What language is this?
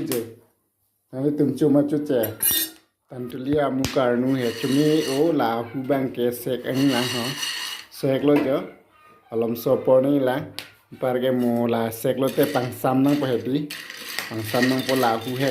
Karbi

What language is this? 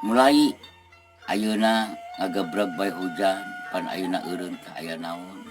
Sundanese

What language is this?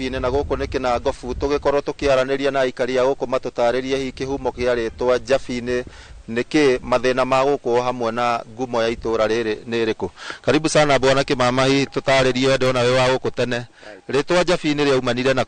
Kikuyu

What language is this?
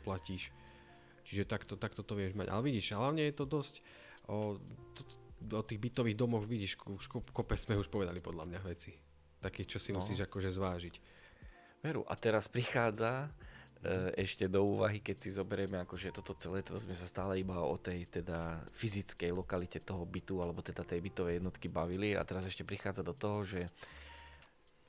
Slovak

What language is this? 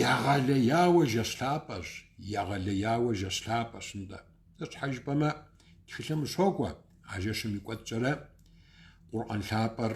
Kabardian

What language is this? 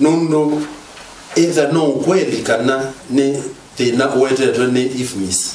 Kamba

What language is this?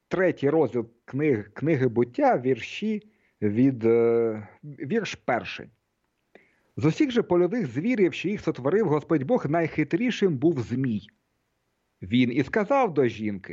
Ukrainian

